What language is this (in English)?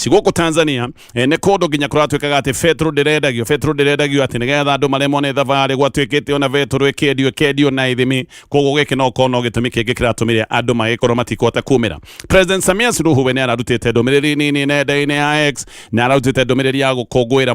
Kikuyu